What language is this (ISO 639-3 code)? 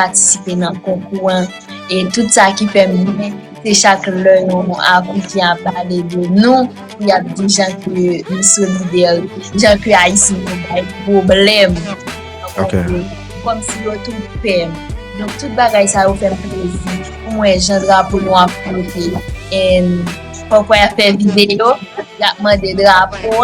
hat